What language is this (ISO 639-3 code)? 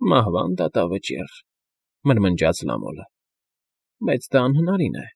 hye